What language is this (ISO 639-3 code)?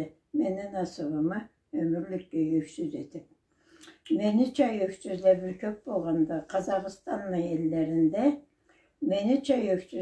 krc